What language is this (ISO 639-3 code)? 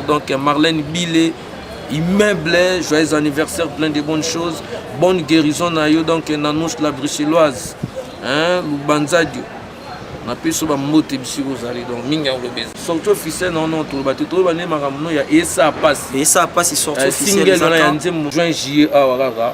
lin